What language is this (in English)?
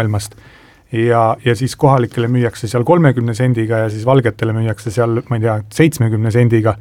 Estonian